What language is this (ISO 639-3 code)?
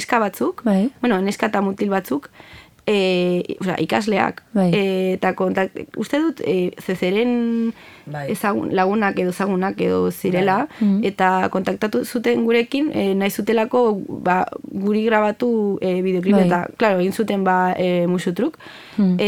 eus